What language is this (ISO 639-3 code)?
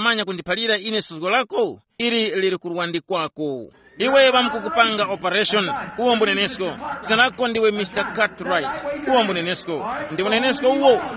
tum